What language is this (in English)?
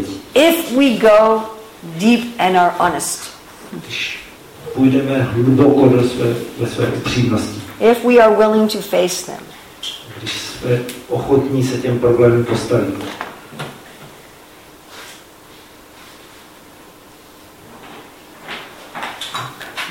Czech